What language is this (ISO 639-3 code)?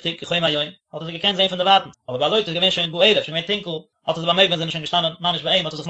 yid